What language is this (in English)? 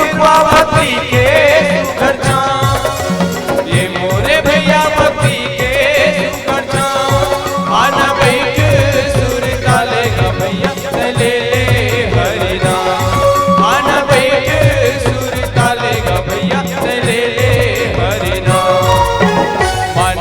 Chhattisgarhi